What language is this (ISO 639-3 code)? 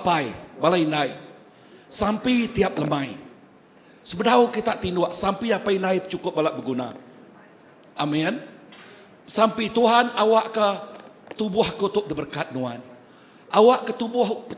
iba